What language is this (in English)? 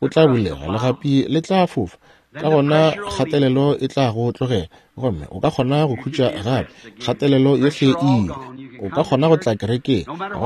Northern Sotho